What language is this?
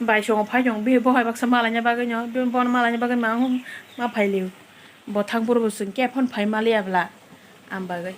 Kok Borok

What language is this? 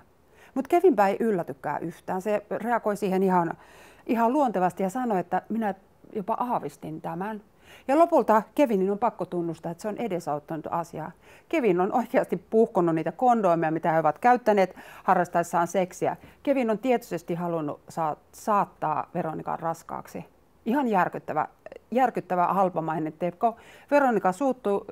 Finnish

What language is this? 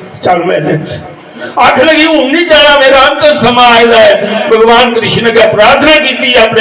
Dogri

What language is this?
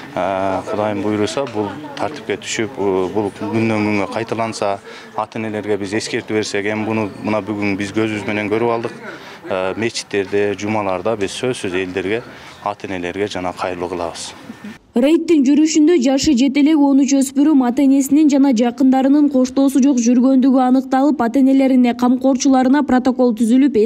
Kyrgyz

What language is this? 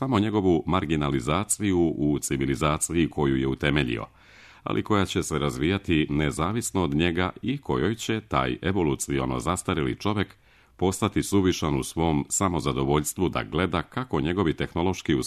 Serbian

